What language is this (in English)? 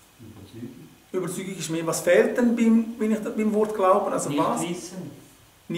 Swiss German